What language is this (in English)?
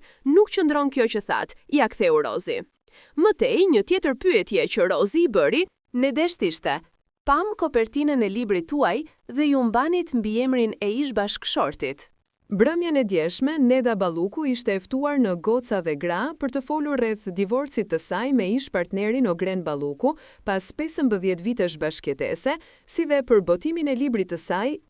Albanian